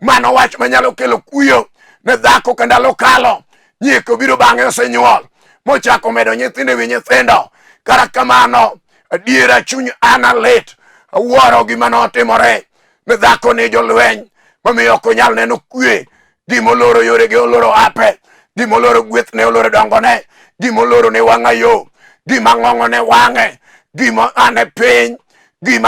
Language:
Luo (Kenya and Tanzania)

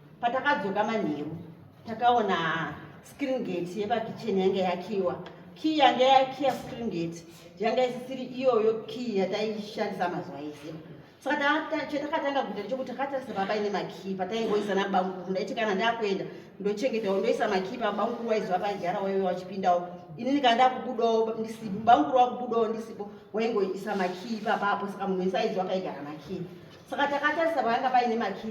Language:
Shona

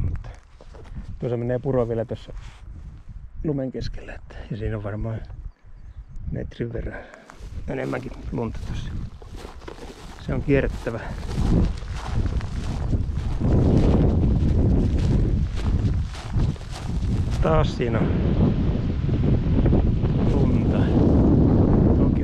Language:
Finnish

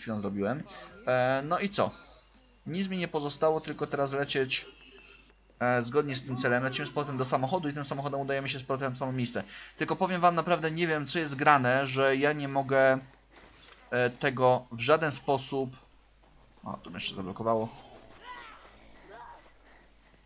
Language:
Polish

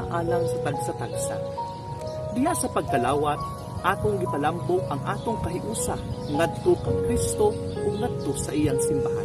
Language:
Cebuano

